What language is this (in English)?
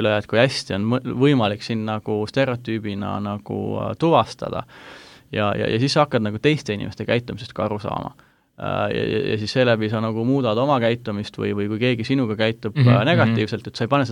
Estonian